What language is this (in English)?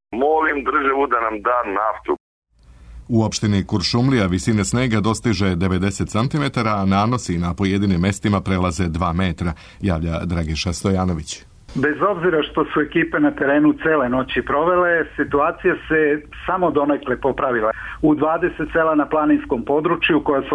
Serbian